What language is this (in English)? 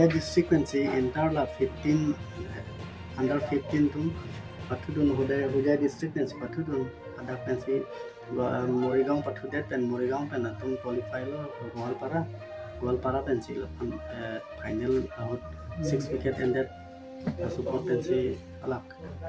Karbi